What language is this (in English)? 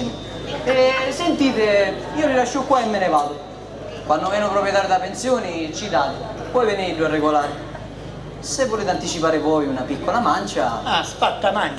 Sicilian